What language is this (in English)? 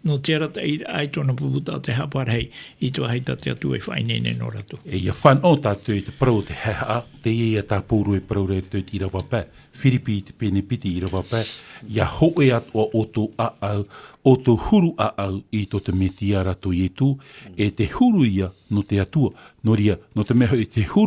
Tahitian